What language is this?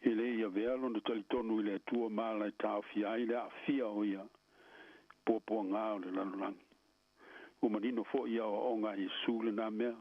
Samoan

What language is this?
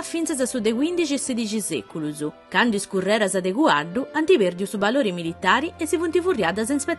Sardinian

